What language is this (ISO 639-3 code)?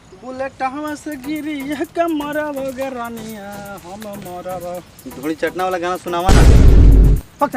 mag